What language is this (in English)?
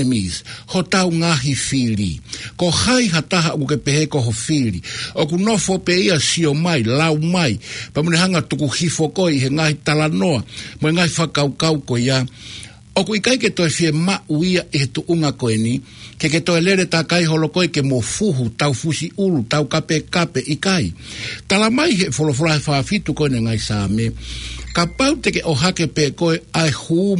Tongan